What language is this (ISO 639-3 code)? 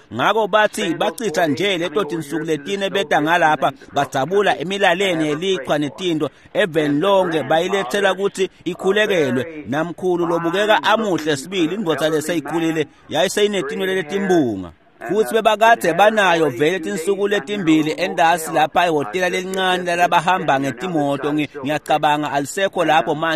ssw